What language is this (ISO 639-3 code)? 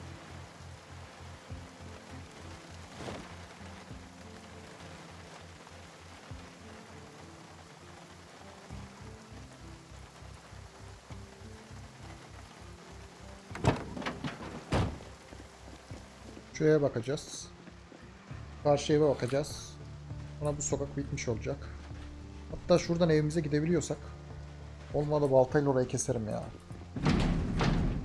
tur